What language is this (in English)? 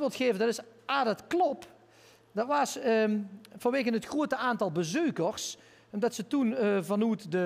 Limburgish